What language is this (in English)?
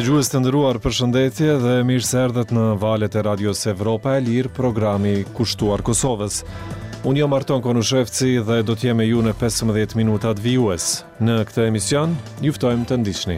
Albanian